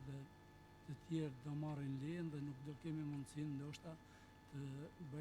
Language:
Albanian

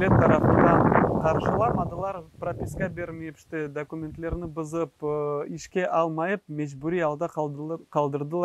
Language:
Crimean Tatar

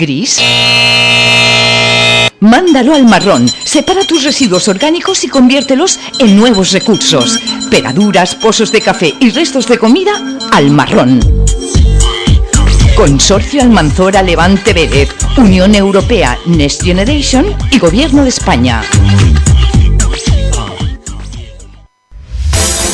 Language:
Spanish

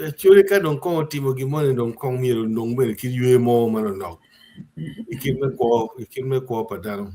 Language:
Acoli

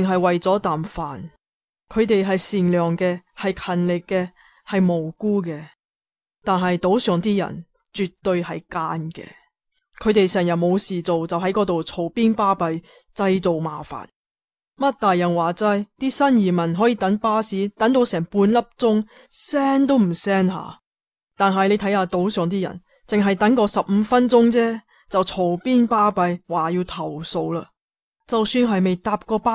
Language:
Cantonese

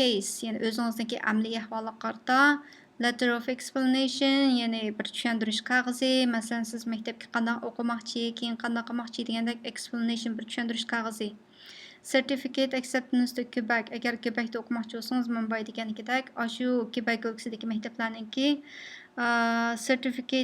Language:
Uyghur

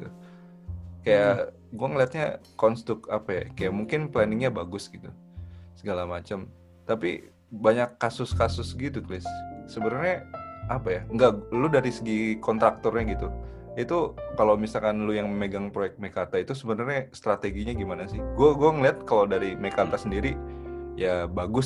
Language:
Indonesian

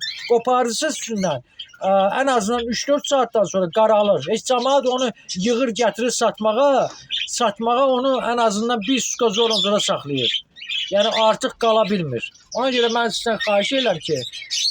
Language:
Azerbaijani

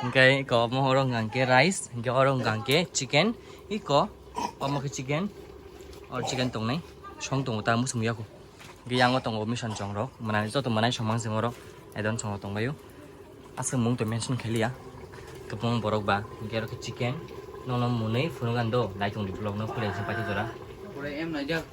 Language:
Kok Borok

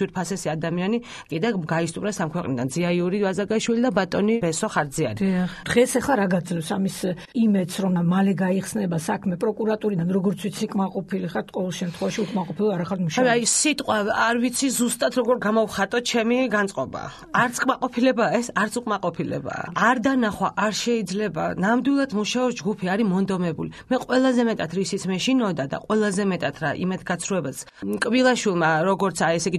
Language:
Georgian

